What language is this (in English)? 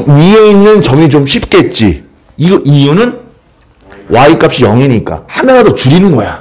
Korean